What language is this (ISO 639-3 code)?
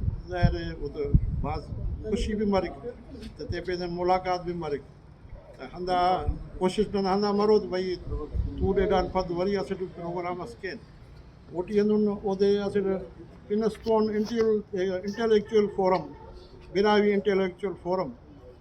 brh